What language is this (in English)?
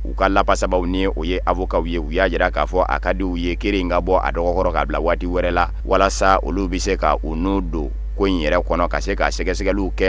Bambara